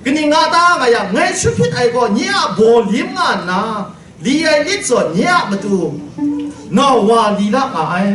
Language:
Kachin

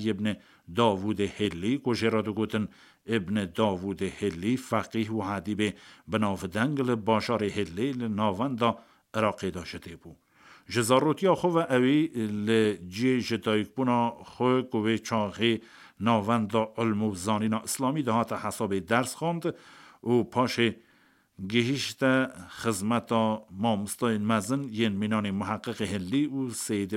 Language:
Kurdish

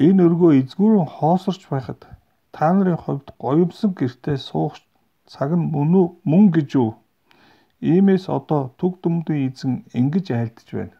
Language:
Mongolian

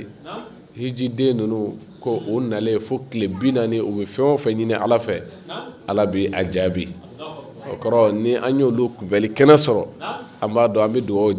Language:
Bambara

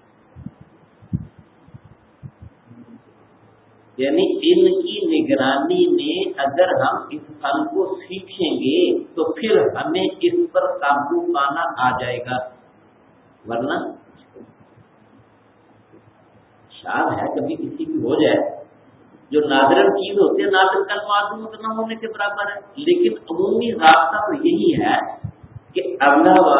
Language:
Urdu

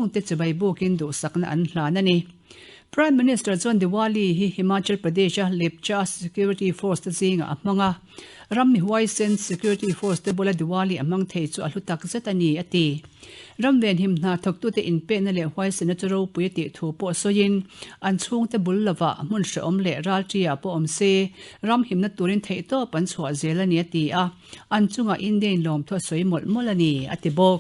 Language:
Mizo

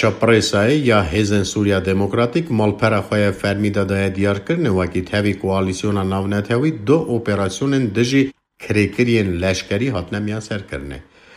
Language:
Kurdish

